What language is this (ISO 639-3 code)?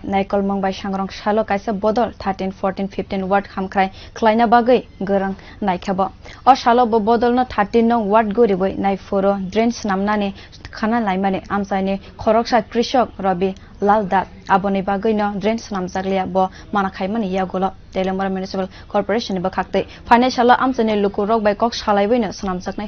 trp